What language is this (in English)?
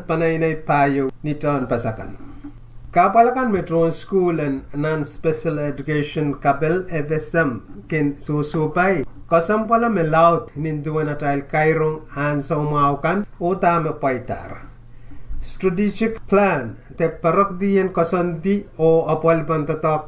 Pohnpeian